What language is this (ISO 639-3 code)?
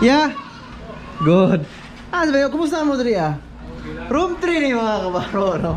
ceb